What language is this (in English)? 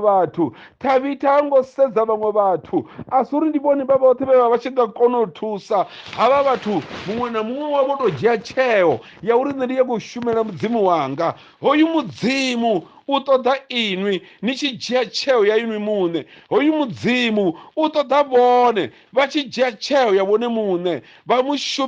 Venda